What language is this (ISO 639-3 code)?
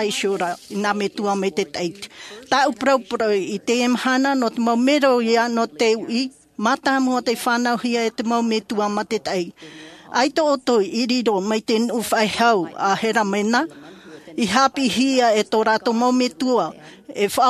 tah